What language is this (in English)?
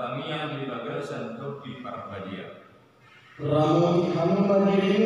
Batak Toba